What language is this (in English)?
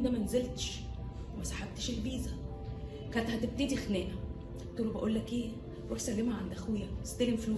Egyptian Arabic